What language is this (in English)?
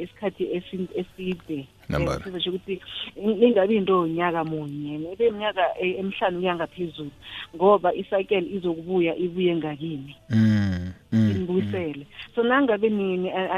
South Ndebele